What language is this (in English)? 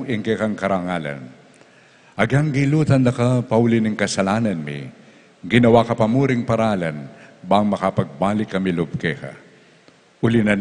Pampanga